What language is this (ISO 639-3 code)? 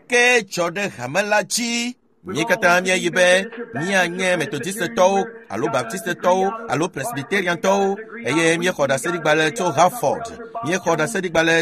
ewe